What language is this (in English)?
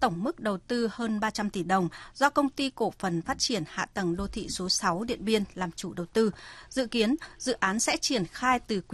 Vietnamese